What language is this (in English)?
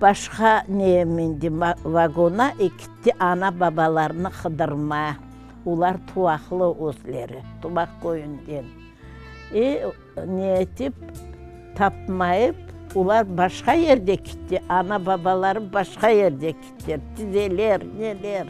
Crimean Tatar